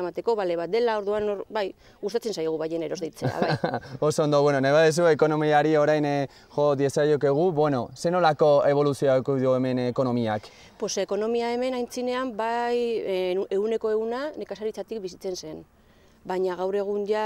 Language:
Basque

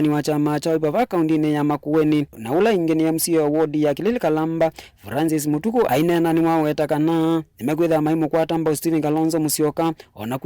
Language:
Kamba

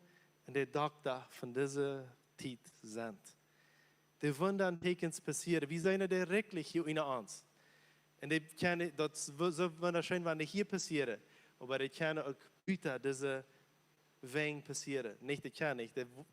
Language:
Plautdietsch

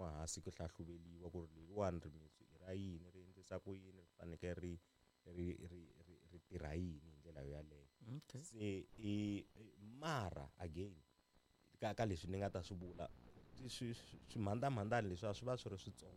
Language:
Tsonga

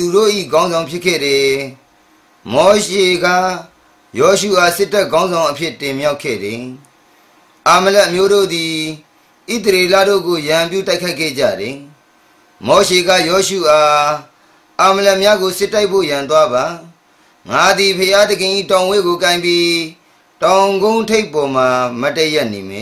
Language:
Burmese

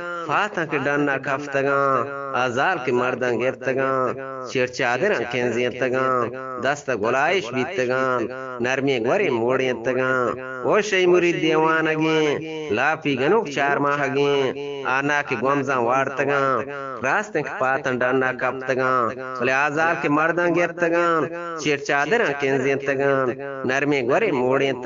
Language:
Eastern Balochi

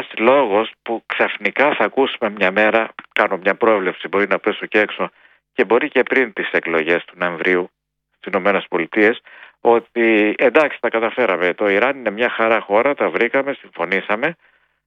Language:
Greek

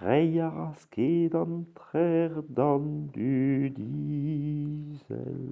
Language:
Breton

